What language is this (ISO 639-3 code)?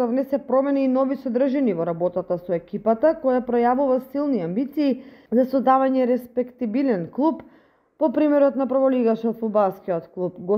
mkd